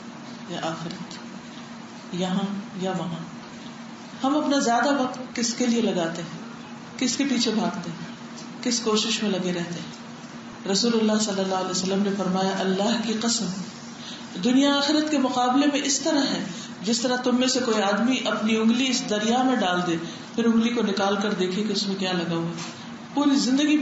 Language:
Urdu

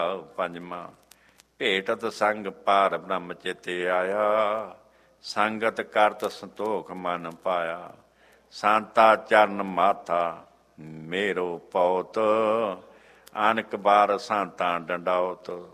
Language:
Punjabi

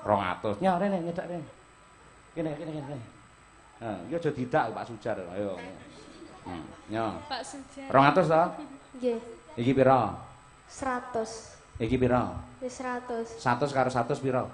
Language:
Javanese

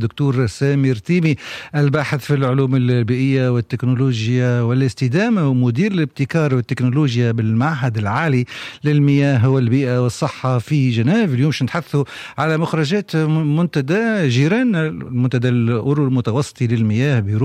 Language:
Tunisian Arabic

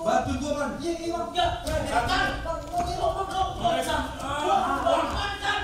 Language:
Betawi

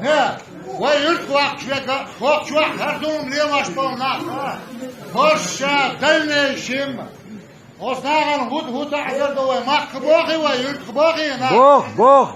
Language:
Chechen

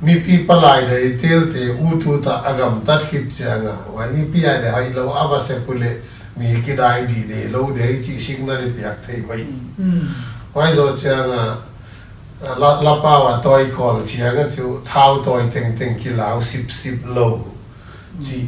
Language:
Paite Chin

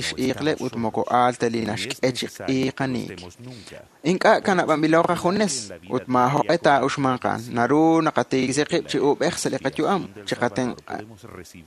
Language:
Kekchí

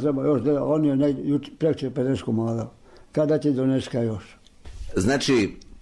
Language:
Serbian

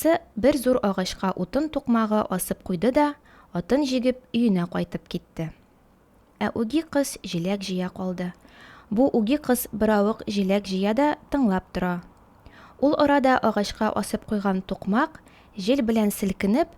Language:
Tatar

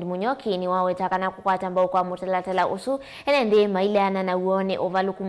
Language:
Kamba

